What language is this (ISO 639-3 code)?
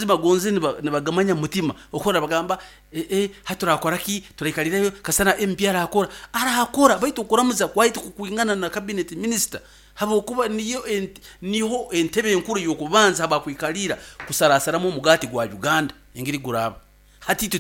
nyo